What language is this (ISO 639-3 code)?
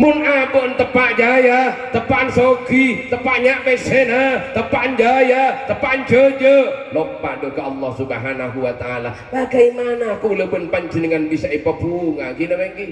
mad